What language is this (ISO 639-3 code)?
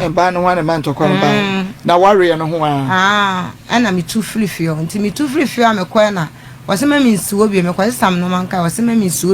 aka